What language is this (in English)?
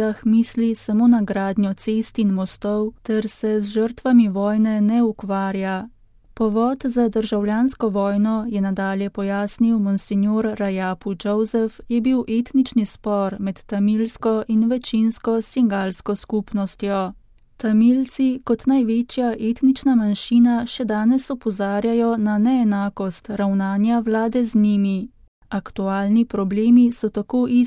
Slovenian